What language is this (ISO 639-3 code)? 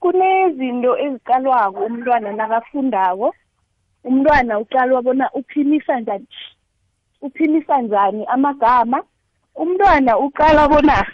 nbl